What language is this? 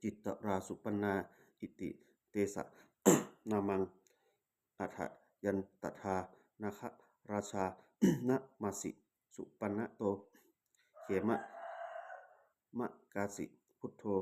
Pali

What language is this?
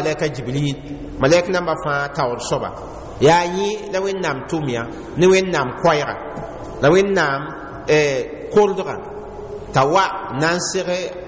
Mossi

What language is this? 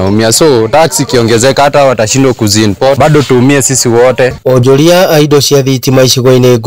Kikuyu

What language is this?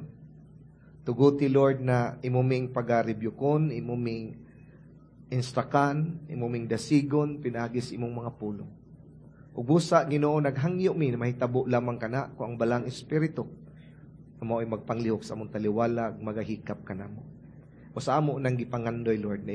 Cebuano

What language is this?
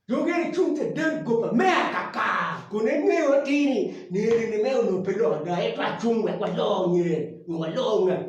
Acoli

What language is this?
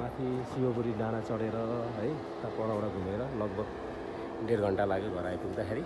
Nepali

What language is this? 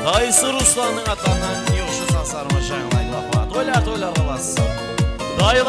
Kara-Kalpak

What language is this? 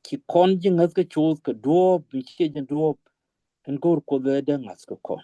Nuer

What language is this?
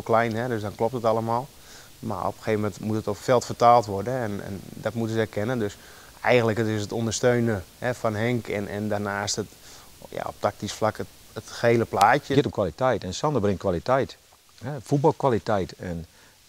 Western Frisian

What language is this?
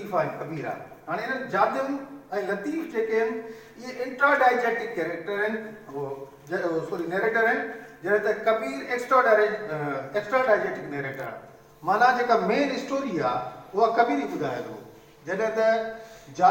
Sindhi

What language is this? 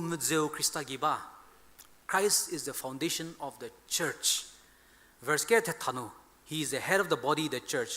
Angami Naga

